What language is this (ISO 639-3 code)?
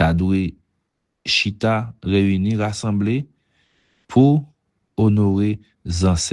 hat